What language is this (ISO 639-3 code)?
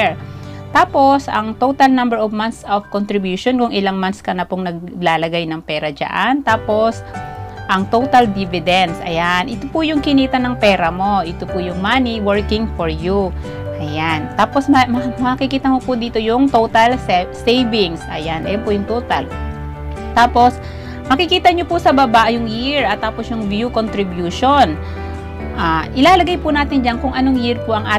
fil